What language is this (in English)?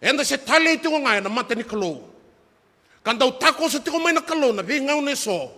Fijian